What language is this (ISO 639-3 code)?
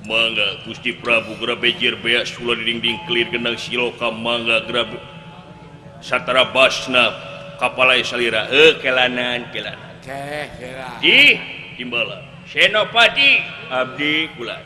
sun